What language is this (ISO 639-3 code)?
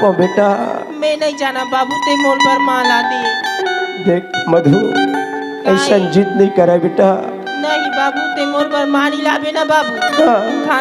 hne